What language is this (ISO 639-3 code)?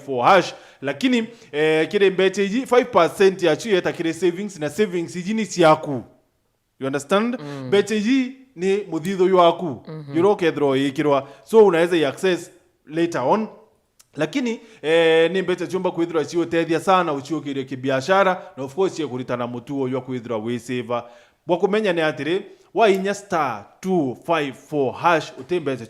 mer